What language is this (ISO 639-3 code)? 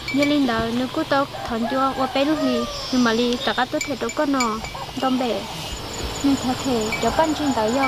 hmn